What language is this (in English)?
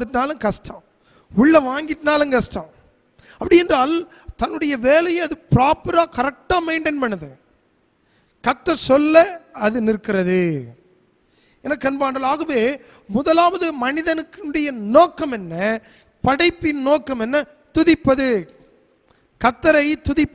Tamil